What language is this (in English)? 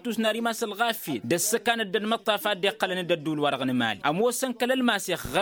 Tamasheq